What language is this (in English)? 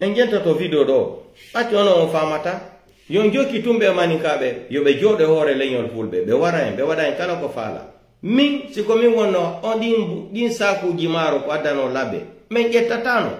Pular